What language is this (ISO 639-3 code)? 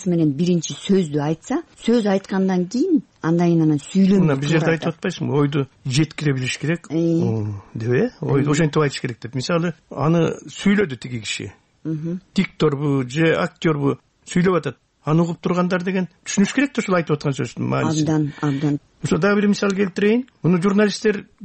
kir